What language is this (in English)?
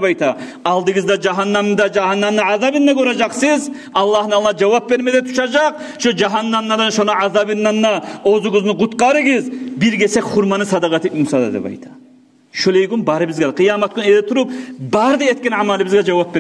Kumyk